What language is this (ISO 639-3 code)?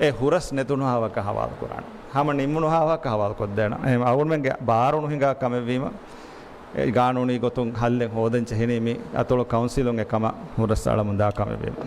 div